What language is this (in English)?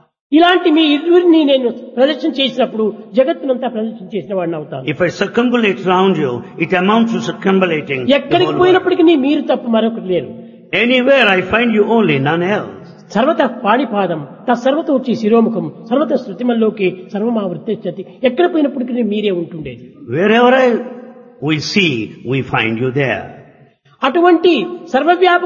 Telugu